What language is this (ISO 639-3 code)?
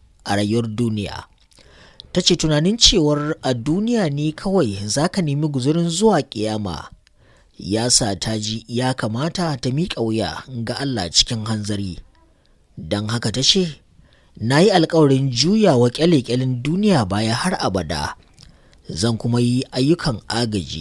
hau